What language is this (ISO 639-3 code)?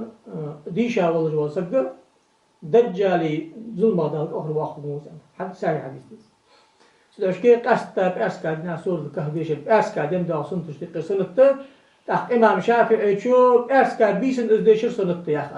inh